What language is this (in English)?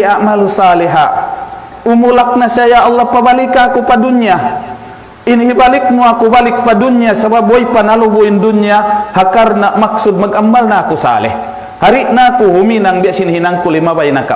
Tausug